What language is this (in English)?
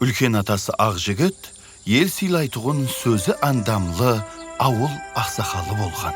Kara-Kalpak